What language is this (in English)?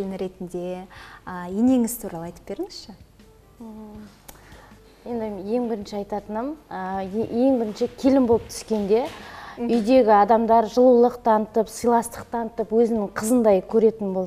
Kazakh